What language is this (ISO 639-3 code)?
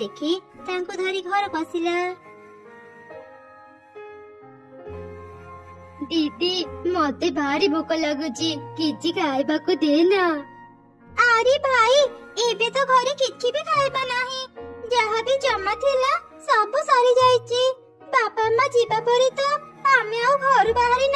ori